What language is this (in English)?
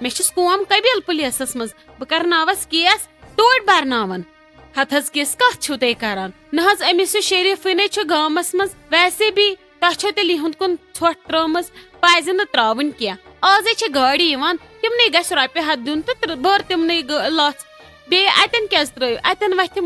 Kashmiri